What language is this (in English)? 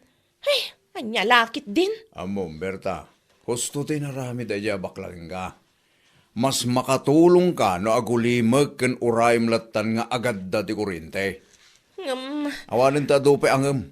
Iloko